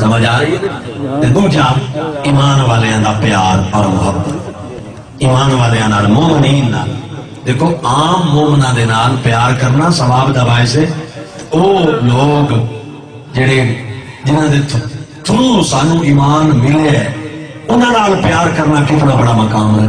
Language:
Saraiki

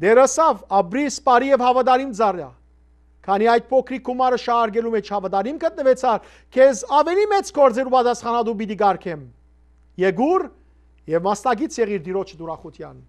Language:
Western Armenian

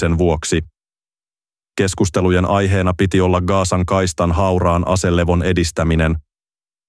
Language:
Finnish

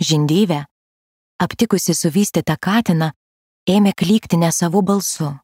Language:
Lithuanian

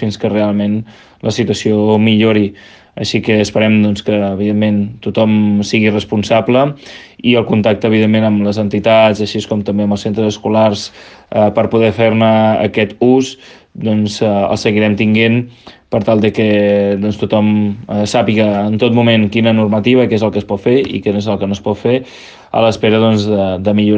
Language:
Catalan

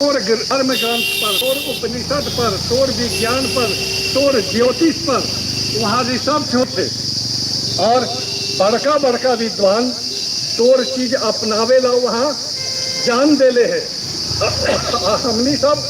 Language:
Magahi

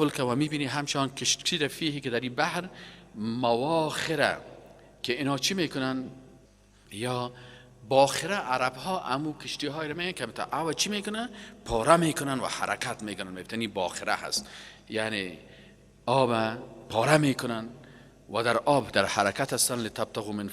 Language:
Persian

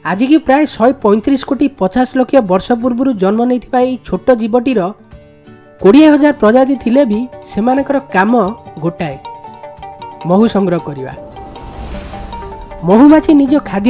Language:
Odia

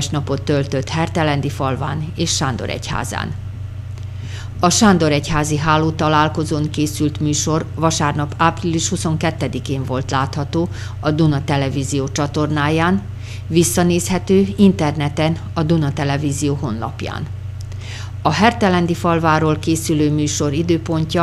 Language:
Hungarian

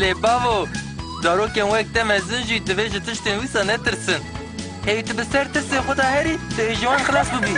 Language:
Kurdish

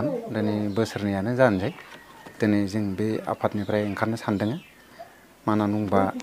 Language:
Bodo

